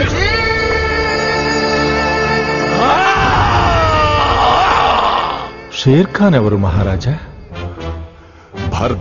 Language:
Telugu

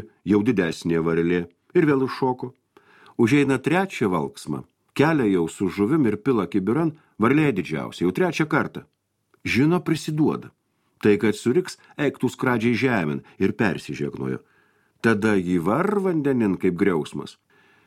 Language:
Lithuanian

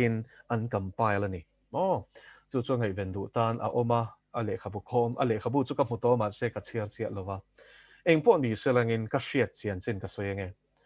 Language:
Mizo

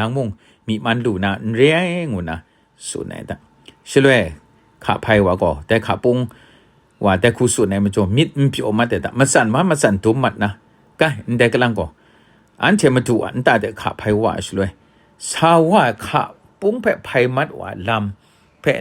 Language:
Kachin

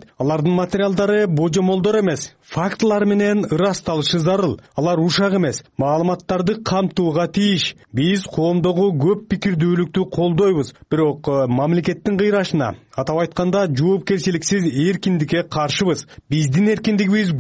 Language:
Kyrgyz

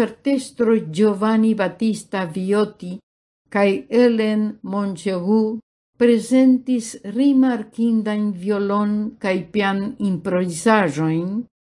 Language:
Esperanto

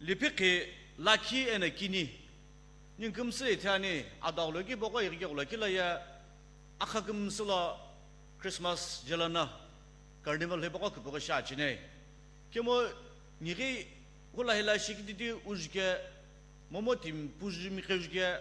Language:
Sumi Naga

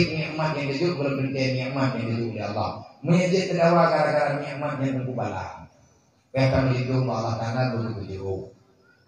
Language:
Achinese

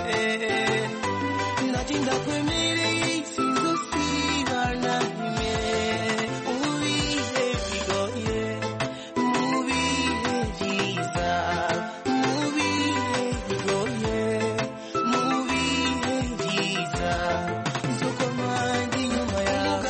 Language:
Kinyarwanda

